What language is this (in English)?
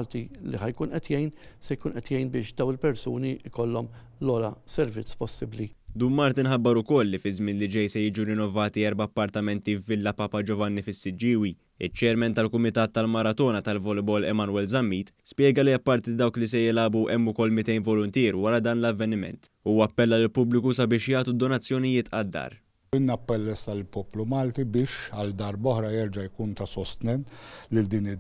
Maltese